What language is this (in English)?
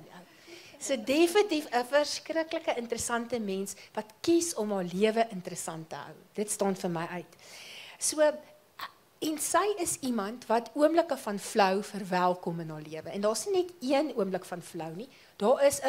Afrikaans